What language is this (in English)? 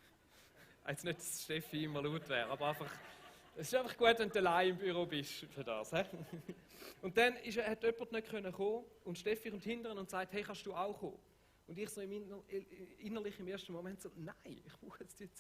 Swiss German